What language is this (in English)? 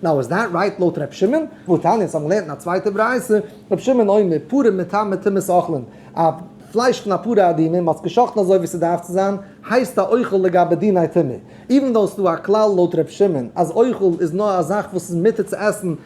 Yiddish